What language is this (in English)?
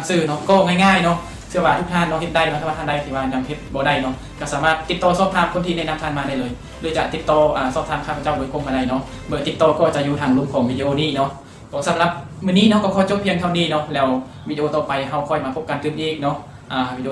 Lao